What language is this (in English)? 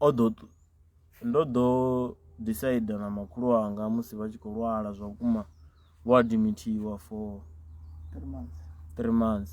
Venda